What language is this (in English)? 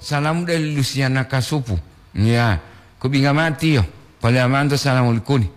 Gorontalo